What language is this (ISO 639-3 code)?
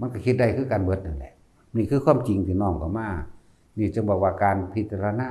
tts